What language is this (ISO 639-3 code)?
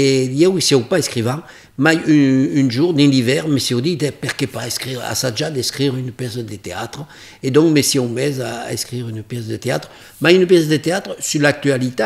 oci